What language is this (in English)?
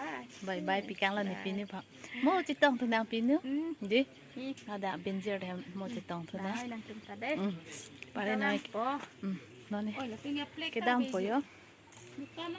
Karbi